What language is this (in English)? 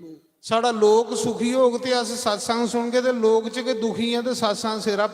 Dogri